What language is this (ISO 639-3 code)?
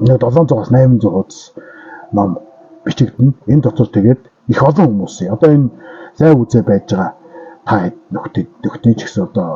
mon